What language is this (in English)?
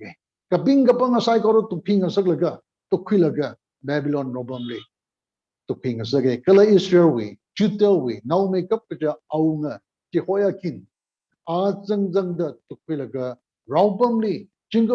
Tangkhul Naga (India)